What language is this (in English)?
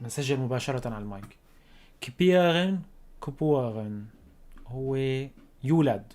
North Levantine Arabic